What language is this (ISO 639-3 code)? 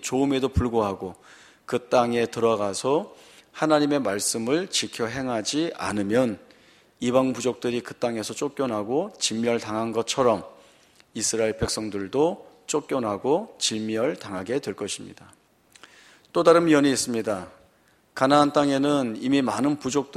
kor